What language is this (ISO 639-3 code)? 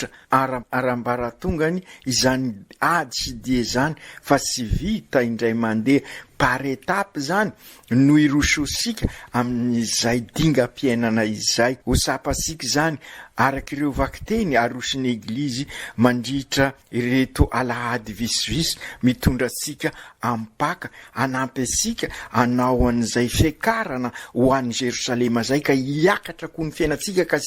mlg